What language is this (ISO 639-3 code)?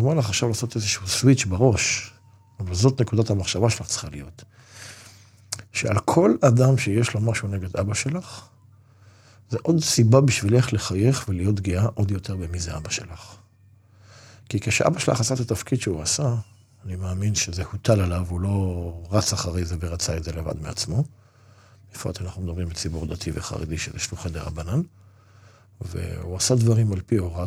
heb